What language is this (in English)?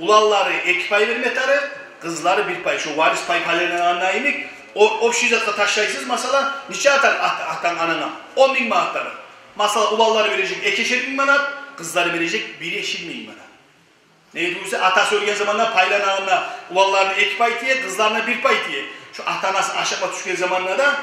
Kumyk